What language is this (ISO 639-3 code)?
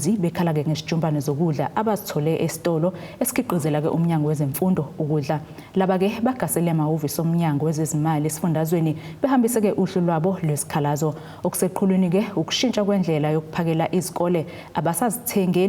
zul